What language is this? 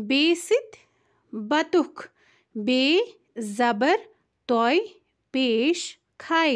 Kashmiri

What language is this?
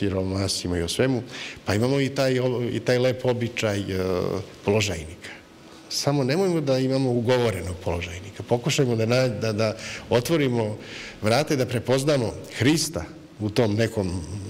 Serbian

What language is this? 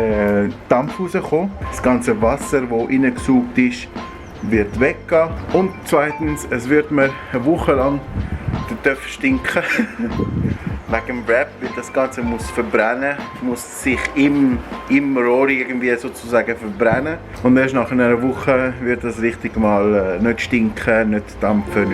Swiss German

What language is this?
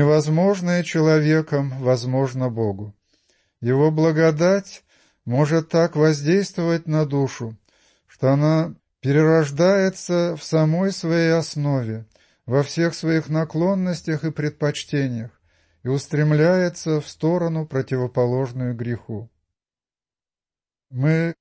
Russian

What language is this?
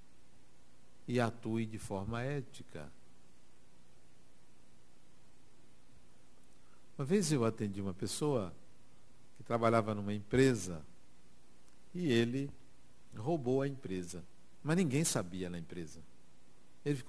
Portuguese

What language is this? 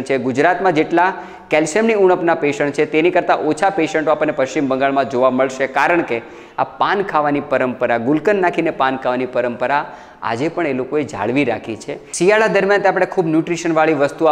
Gujarati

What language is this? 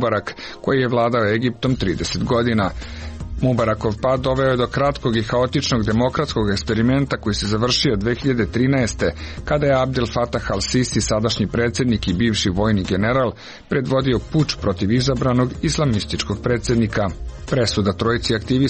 Serbian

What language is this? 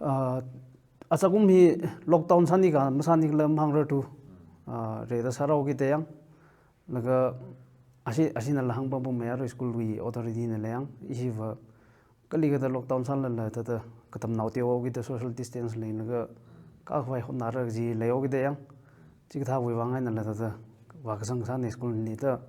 Tangkhul Naga (India)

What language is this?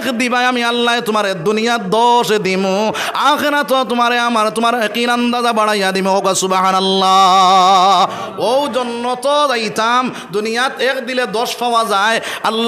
Sylheti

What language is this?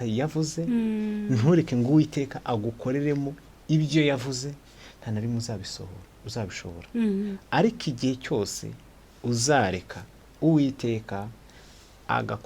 Kinyarwanda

